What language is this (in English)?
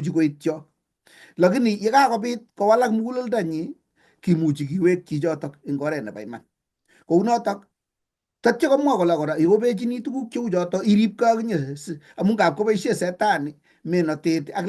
Kalenjin